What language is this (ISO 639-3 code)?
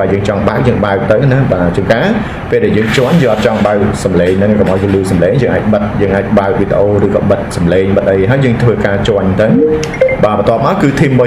khm